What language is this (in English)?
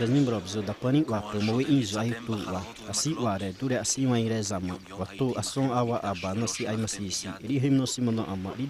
Xavánte